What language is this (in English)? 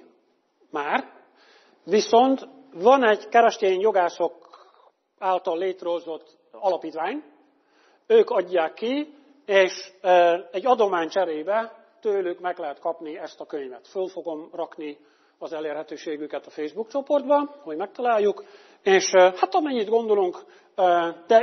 Hungarian